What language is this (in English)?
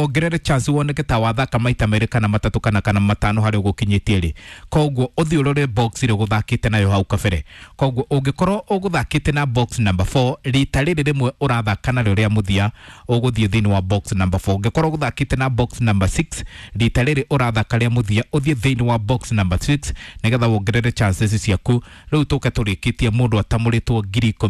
Kikuyu